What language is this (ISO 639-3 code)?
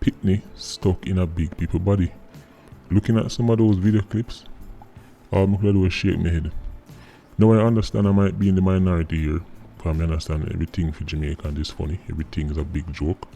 jam